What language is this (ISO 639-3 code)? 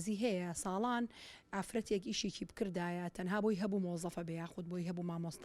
ckb